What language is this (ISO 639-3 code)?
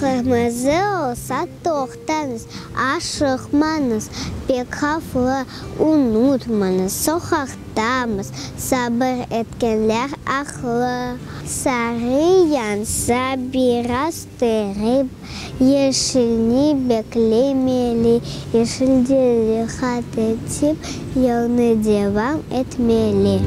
crh